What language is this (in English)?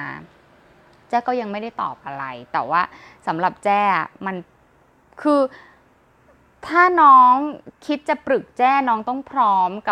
Thai